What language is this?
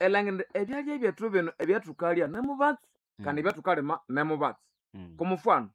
Nande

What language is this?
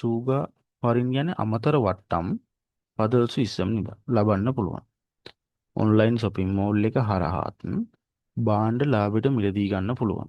Sinhala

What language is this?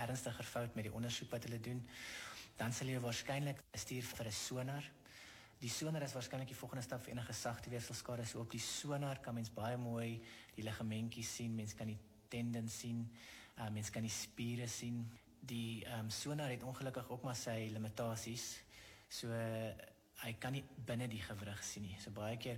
Afrikaans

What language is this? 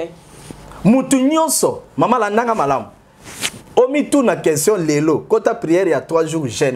Lingala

